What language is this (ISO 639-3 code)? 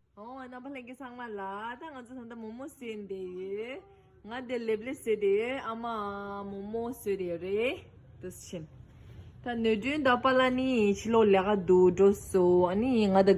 bod